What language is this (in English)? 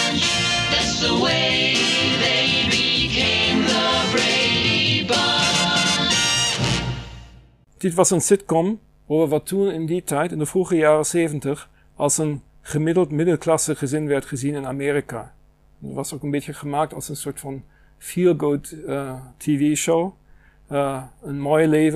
Dutch